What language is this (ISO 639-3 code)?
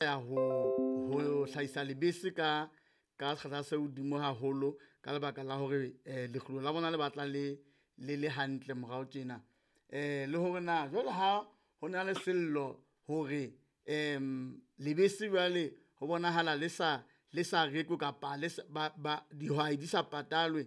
sot